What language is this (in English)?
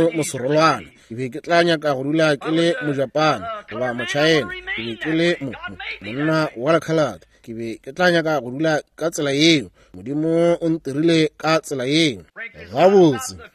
Northern Sotho